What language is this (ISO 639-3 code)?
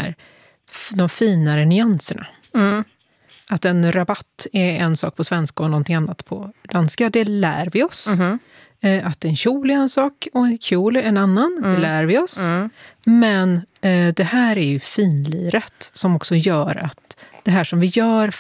swe